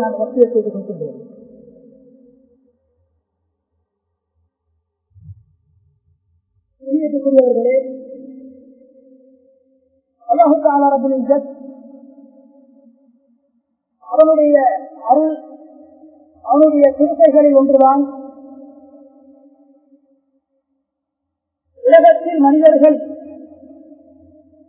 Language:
Tamil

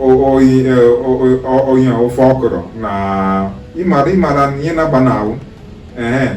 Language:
Igbo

